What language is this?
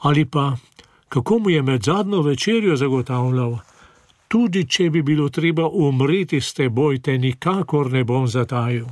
Slovenian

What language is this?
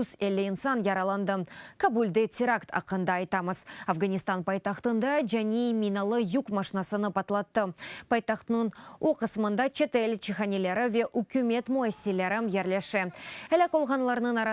Crimean Tatar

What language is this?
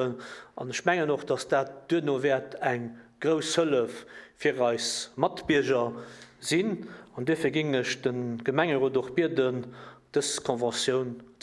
Luxembourgish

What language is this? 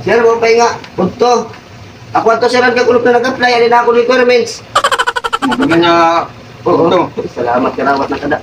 Waray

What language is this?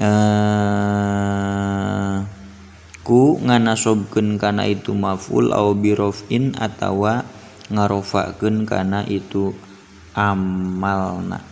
Sundanese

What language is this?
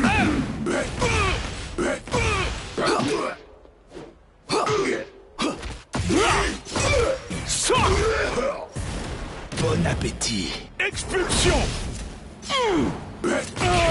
French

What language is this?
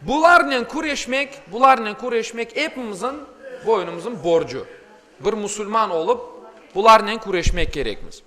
Crimean Tatar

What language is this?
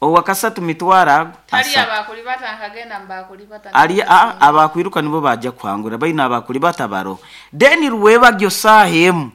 Nyoro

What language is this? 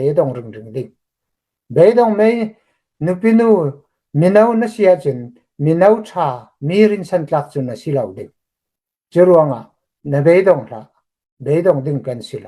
Hakha Chin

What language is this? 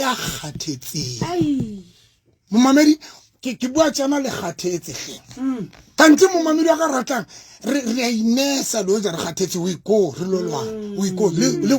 Southern Sotho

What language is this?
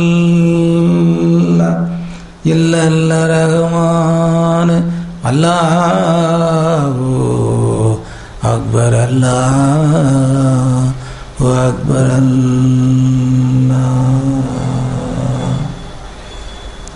Tamil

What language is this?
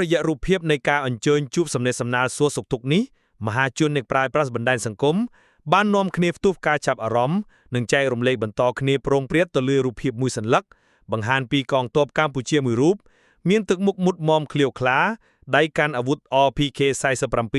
Khmer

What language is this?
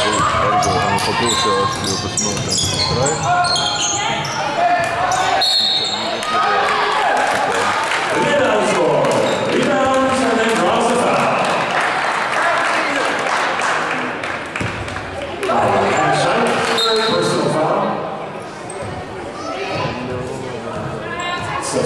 Danish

